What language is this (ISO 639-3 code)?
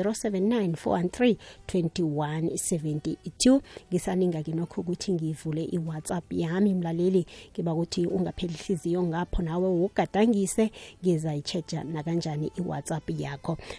nbl